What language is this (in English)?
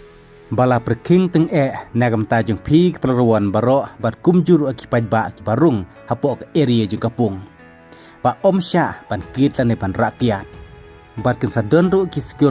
Khasi